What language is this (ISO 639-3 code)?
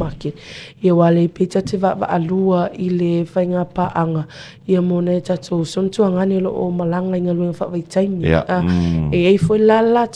smo